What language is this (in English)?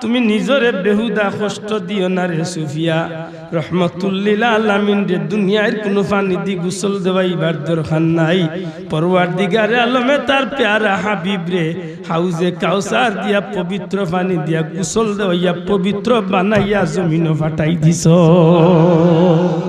Sylheti